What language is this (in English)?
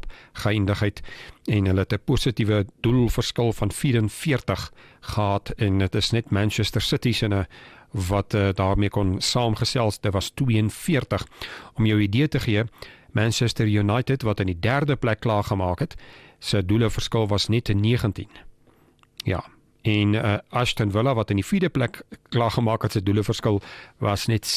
Afrikaans